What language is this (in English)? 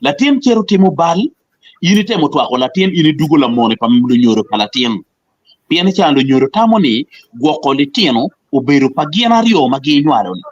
Acoli